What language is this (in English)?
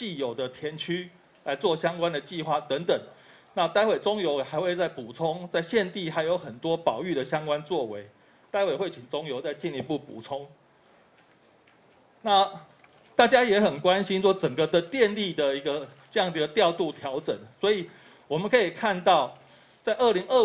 Chinese